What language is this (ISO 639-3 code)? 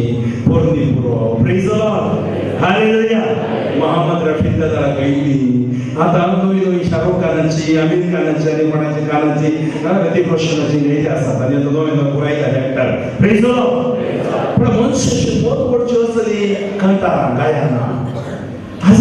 kok